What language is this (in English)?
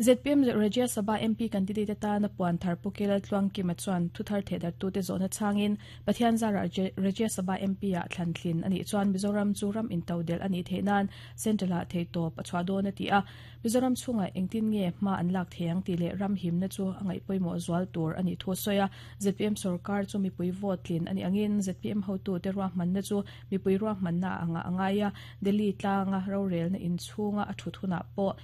Mizo